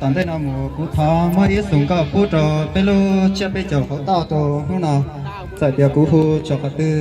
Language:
Hmong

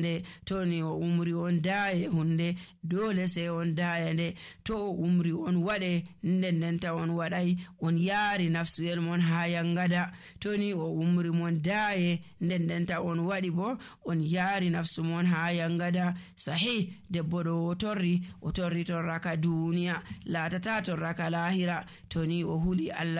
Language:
Nigerian Fulfulde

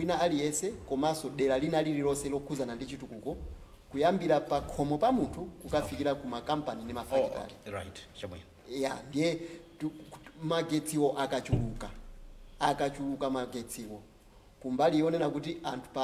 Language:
Nyanja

